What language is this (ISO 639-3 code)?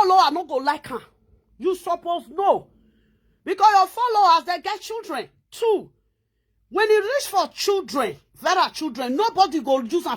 pcm